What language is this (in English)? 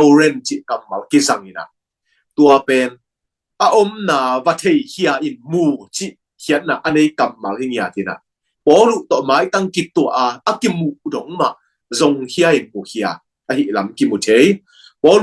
Tedim Chin